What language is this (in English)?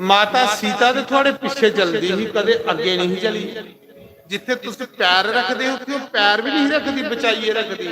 Dogri